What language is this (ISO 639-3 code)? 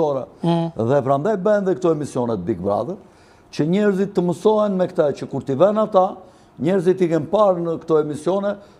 sqi